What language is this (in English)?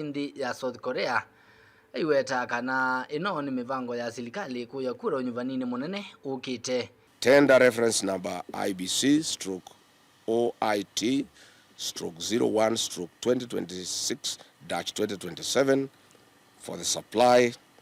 Kamba